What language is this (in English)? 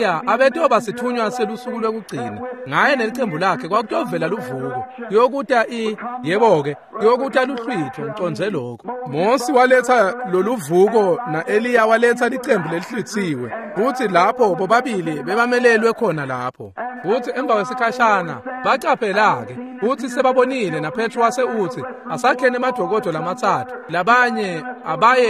Swati